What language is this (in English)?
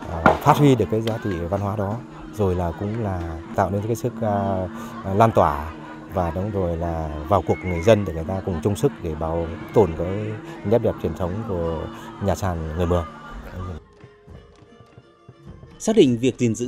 Vietnamese